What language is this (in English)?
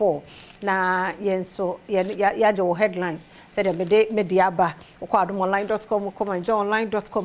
Akan